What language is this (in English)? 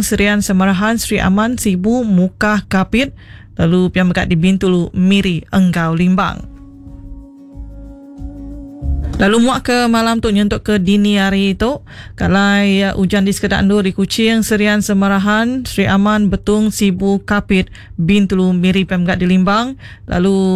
Iban